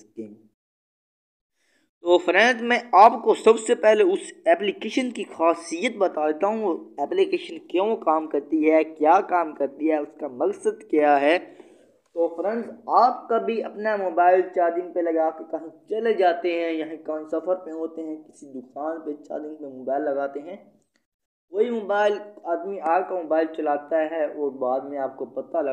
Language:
Hindi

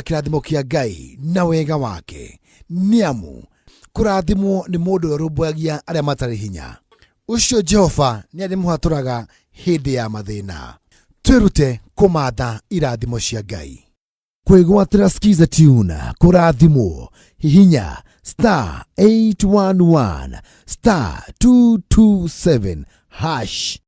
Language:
Kikuyu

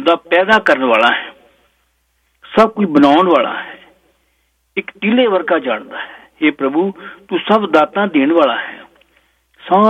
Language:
Punjabi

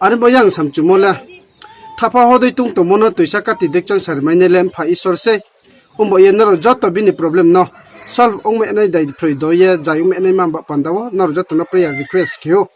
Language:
Riang (India)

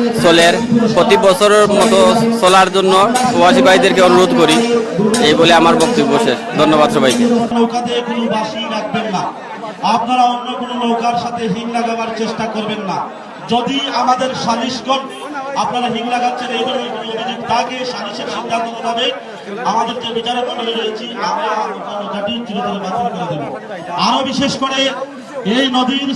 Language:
Sylheti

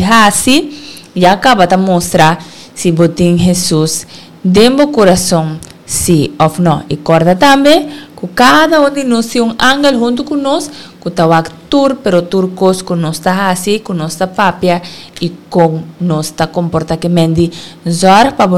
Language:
Papiamento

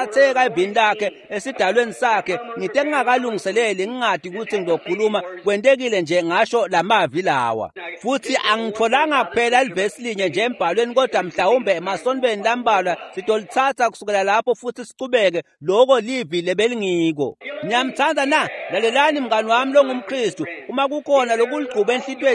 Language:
Swati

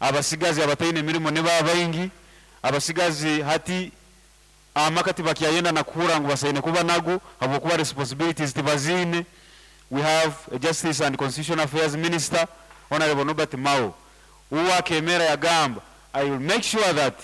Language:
Nyankole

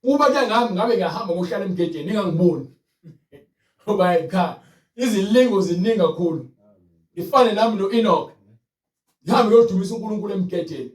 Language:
Zulu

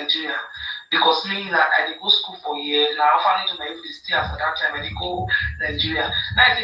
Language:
Nigerian Pidgin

